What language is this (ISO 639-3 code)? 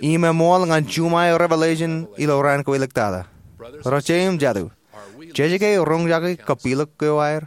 mah